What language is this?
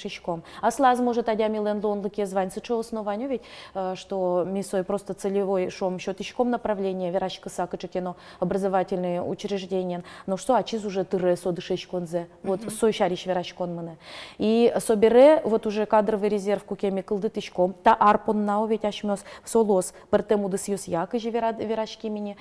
Udmurt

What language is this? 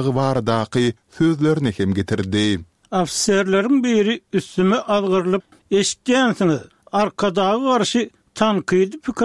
Turkmen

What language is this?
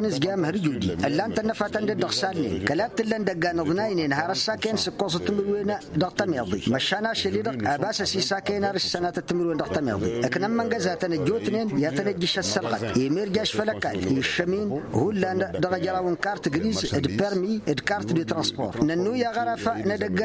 Tamasheq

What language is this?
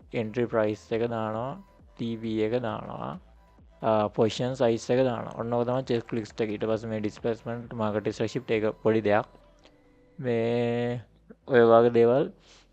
Sinhala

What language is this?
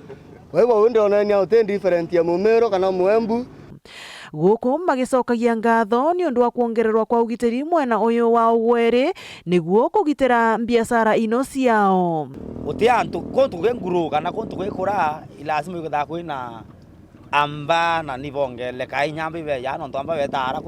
Meru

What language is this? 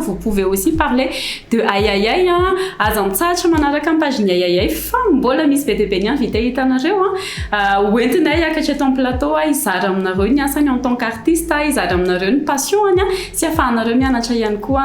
Malagasy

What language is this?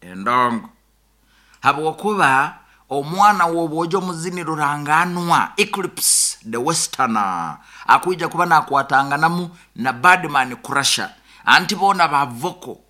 Nyoro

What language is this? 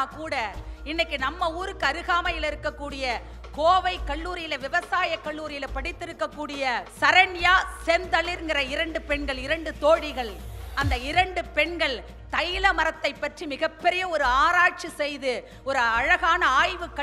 Tamil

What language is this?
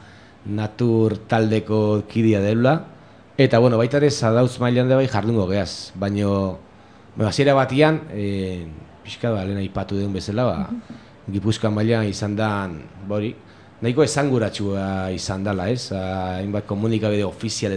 Basque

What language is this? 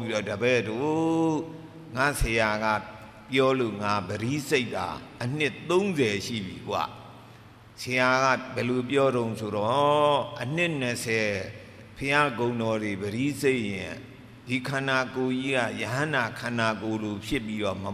Burmese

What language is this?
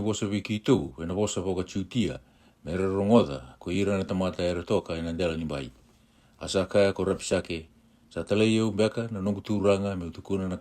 Fijian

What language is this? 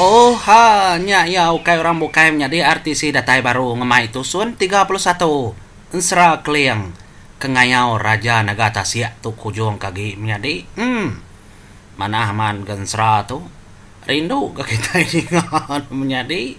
Iban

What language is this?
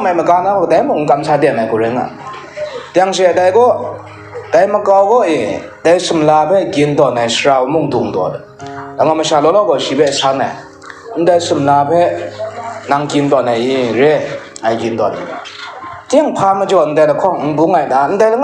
Kachin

